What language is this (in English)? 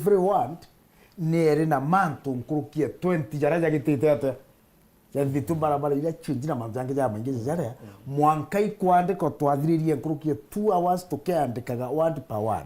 Meru